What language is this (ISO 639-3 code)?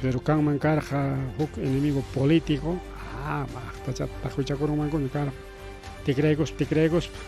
quy